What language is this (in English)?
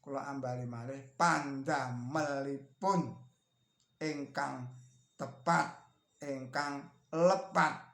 Javanese